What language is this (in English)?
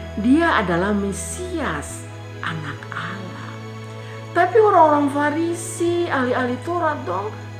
Kupang Malay